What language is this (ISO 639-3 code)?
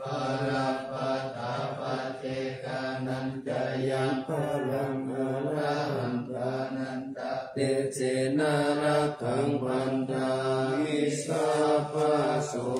pli